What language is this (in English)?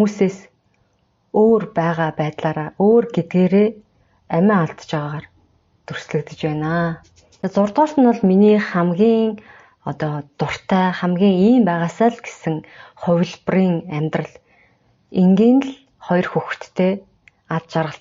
Mongolian